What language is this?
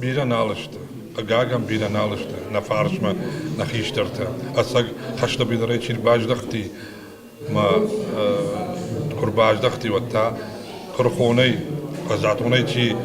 Ossetic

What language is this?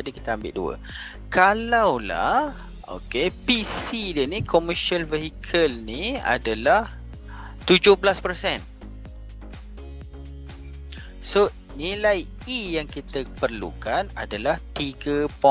Malay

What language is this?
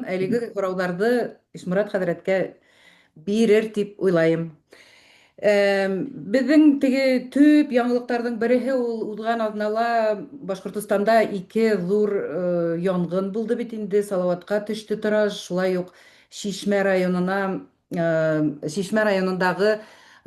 Bashkir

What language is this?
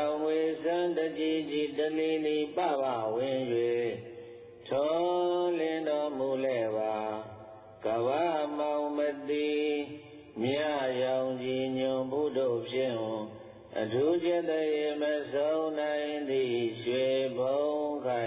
Burmese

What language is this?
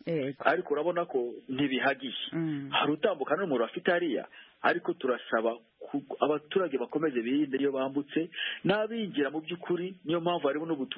Kinyarwanda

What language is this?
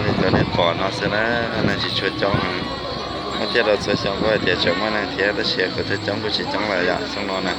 Hmong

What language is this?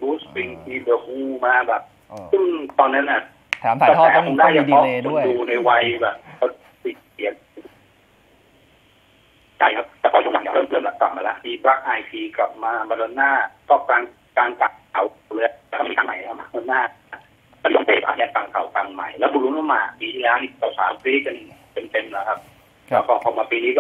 Thai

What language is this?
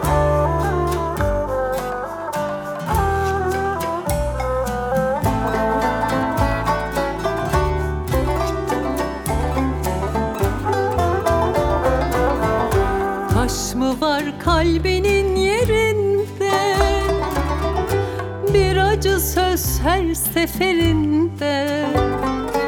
Turkish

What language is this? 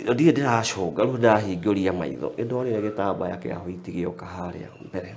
Kikuyu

